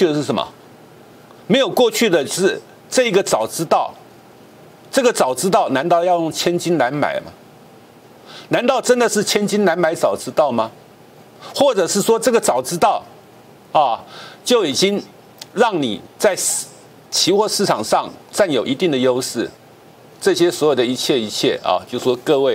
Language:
Chinese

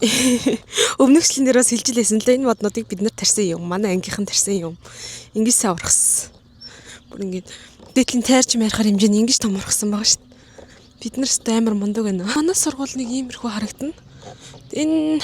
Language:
Mongolian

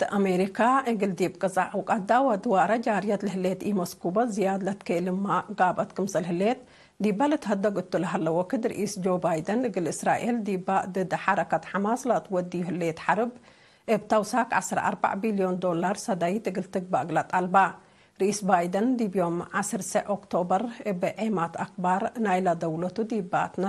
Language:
Tigre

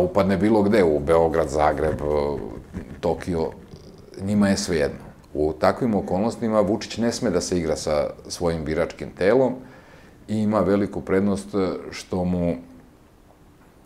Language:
Serbian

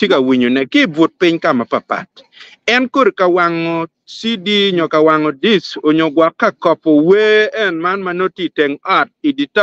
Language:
Acoli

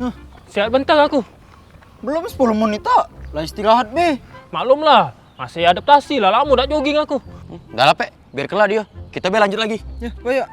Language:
Musi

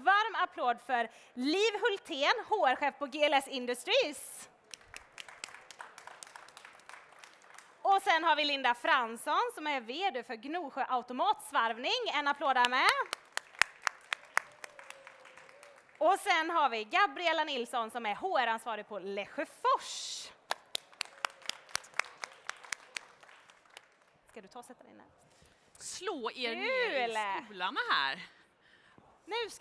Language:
Swedish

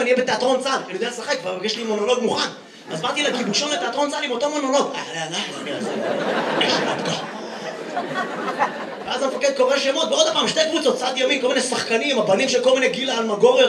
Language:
Hebrew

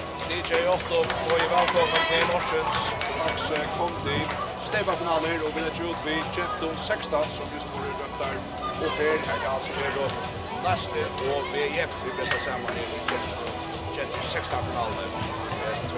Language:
Faroese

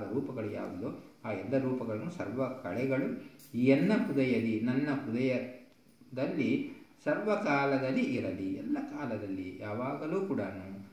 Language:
Kannada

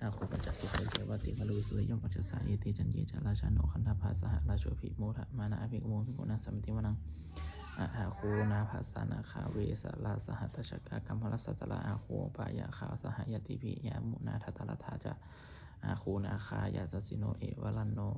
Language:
Pali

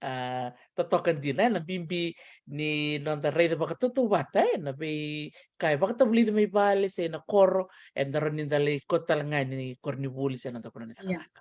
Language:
Fijian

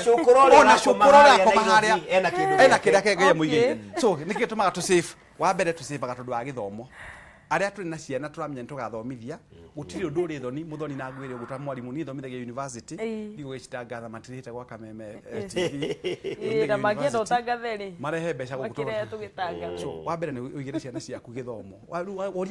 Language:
Kikuyu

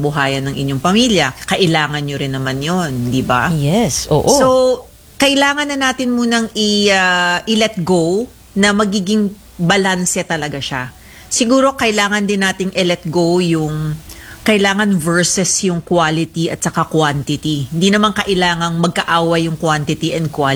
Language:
Filipino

